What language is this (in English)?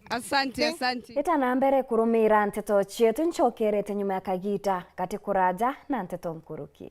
Meru